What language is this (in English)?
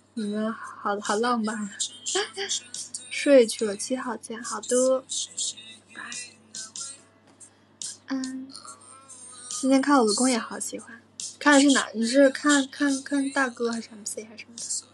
Chinese